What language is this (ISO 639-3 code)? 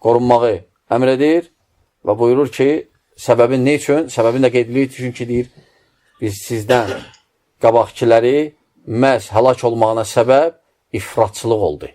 aze